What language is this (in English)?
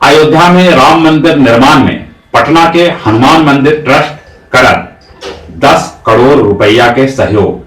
Magahi